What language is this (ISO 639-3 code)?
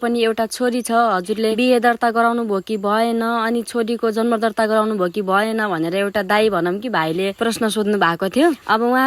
nep